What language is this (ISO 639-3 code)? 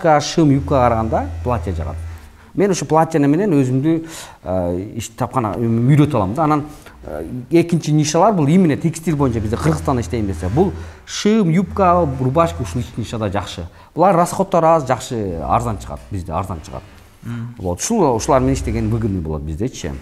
kir